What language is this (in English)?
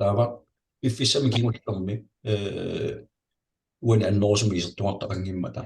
Kalaallisut